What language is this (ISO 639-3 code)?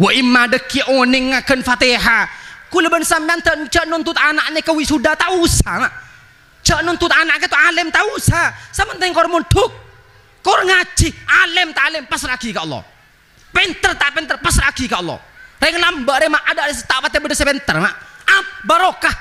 mad